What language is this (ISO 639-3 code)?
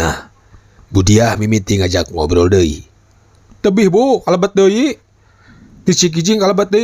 sun